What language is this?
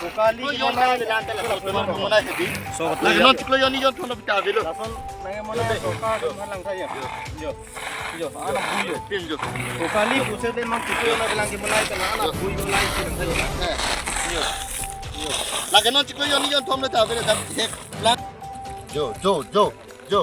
Karbi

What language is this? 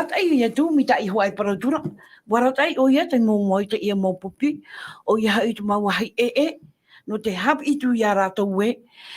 Tahitian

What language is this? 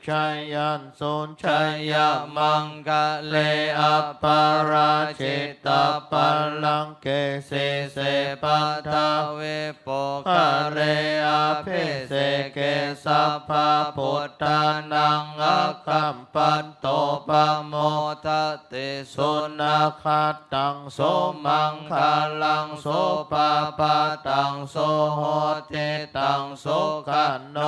Pali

